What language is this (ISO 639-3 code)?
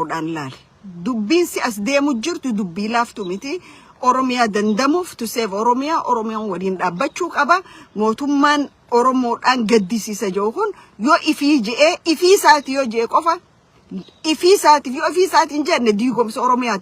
orm